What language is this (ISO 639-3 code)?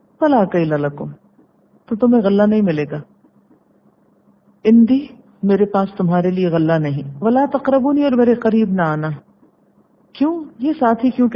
urd